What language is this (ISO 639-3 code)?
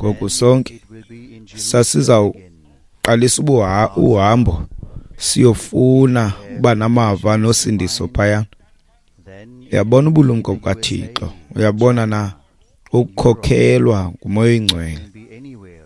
xho